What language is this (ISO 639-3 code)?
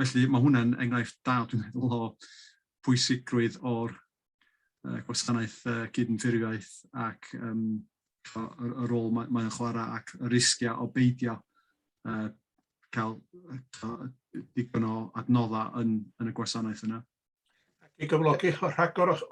cym